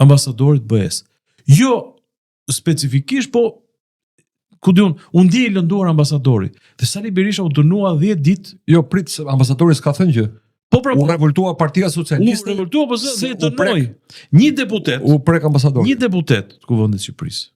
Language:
Albanian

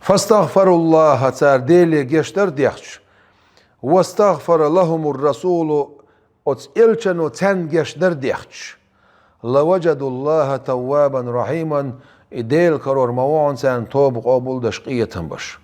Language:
Chechen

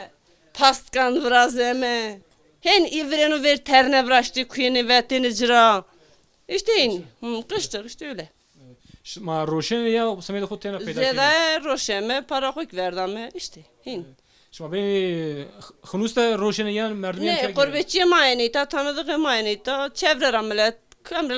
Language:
Zaza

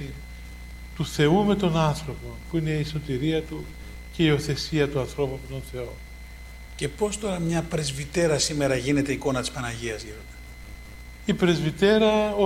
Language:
Greek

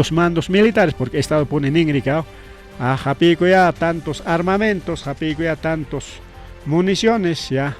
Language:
Ayacucho Quechua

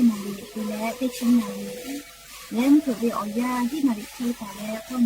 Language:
Lahu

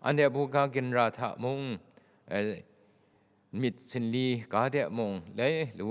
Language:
Kachin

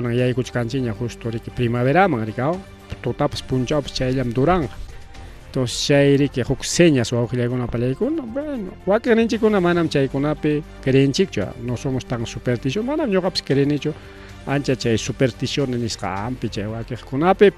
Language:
Ayacucho Quechua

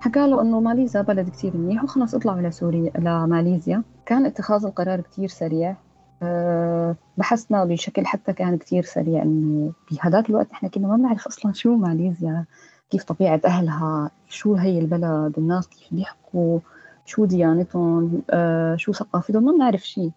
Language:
North Levantine Arabic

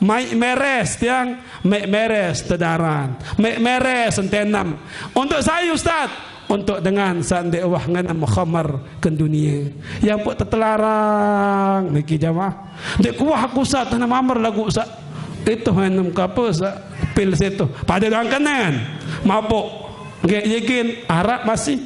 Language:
Sasak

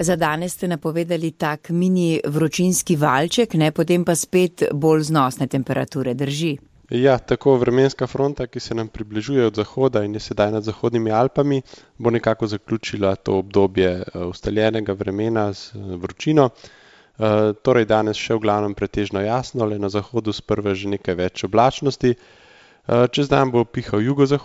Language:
Slovenian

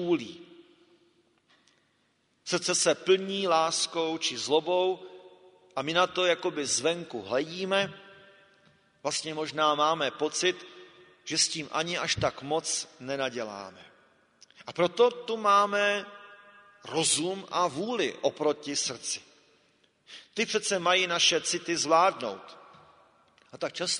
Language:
Czech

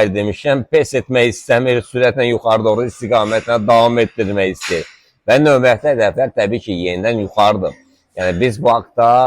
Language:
Azerbaijani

